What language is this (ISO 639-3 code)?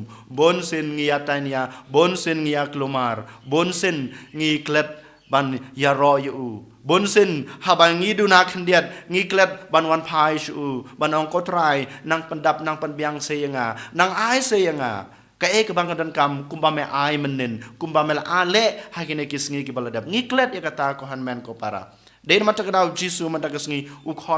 kha